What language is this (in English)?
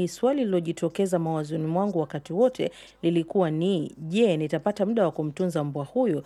Swahili